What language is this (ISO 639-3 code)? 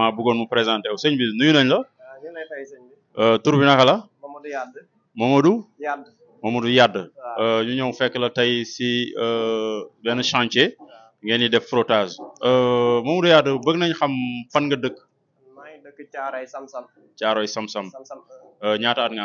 wol